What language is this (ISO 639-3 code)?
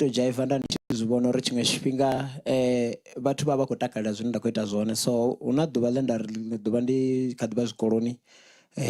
ven